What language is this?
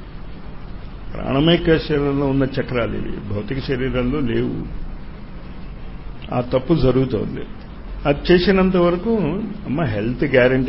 Telugu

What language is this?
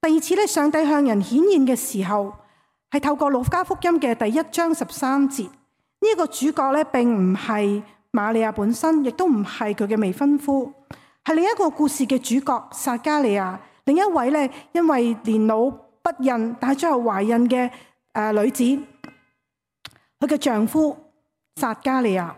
Cantonese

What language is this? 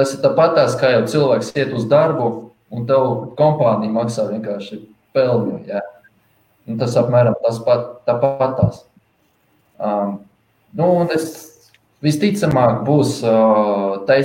Latvian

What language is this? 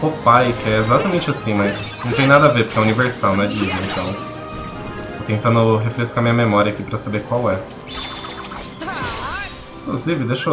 Portuguese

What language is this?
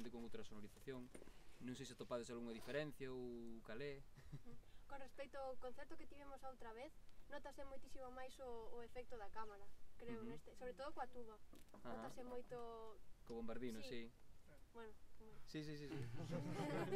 Galician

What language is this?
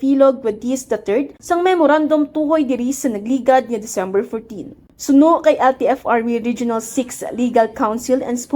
Hiligaynon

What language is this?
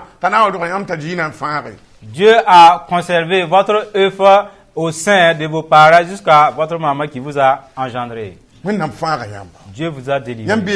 Mossi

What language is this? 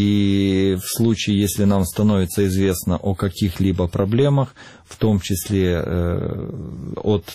Russian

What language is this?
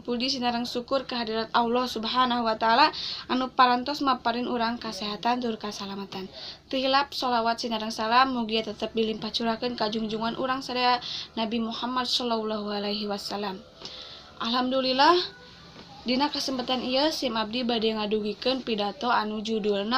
Sundanese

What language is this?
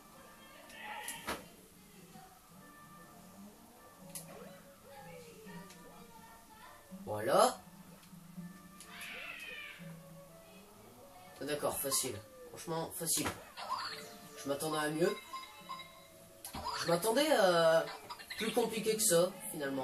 French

